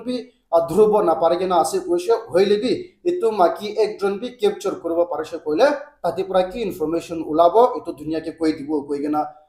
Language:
Naga Pidgin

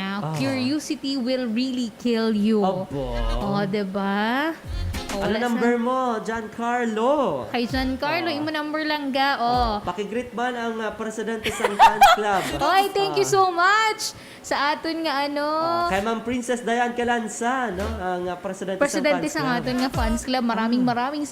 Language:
Hiligaynon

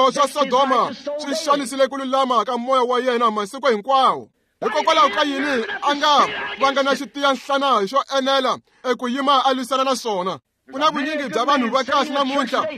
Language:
Tsonga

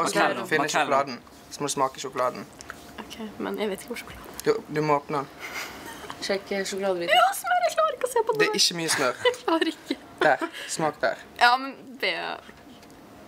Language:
Norwegian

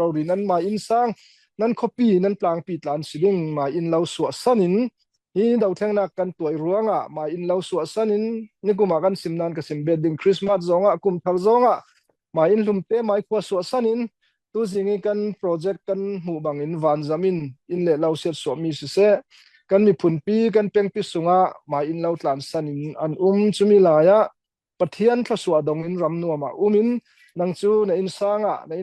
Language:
Falam Chin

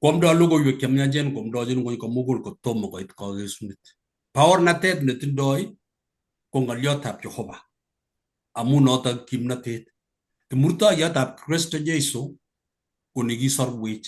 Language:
Kalenjin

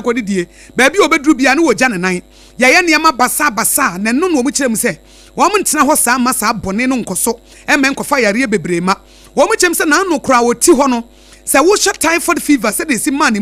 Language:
Akan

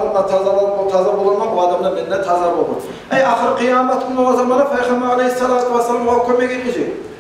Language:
Kumyk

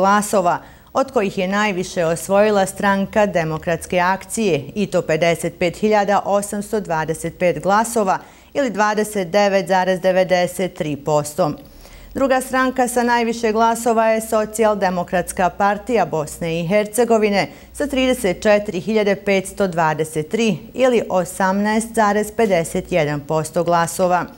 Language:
Bosnian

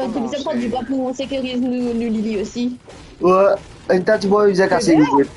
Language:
Morisyen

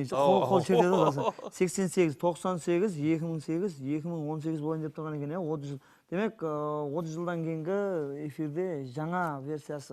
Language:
Kara-Kalpak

